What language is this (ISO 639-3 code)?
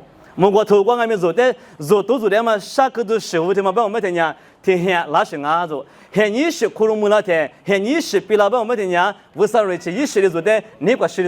lis